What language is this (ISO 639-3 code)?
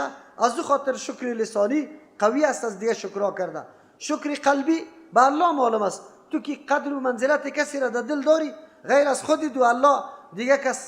fas